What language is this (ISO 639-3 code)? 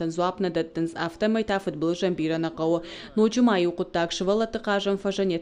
oss